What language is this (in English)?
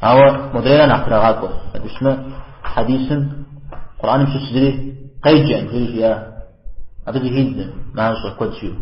Kabardian